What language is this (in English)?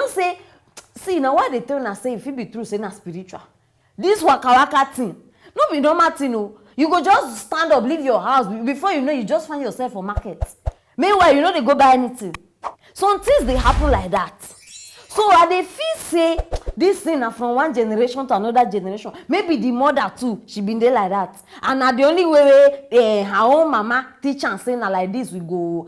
Nigerian Pidgin